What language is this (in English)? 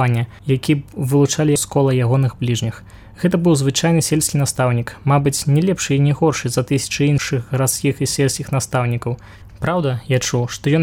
Belarusian